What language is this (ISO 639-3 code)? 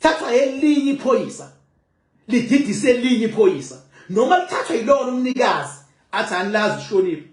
zul